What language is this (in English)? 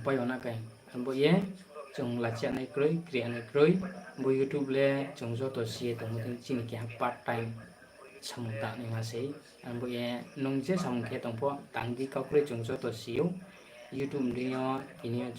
Riang (India)